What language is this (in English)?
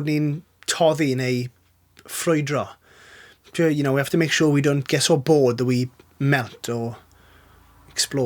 Welsh